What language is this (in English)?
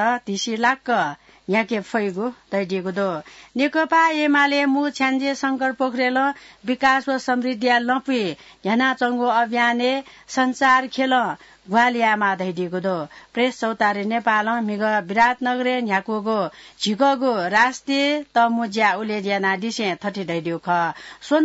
Newari